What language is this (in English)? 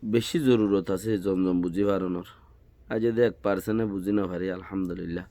Rohingya